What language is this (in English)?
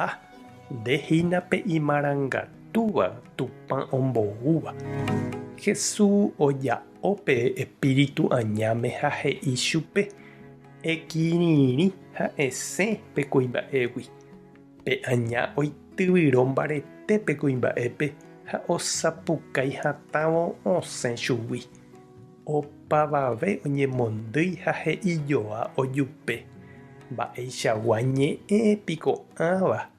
Guarani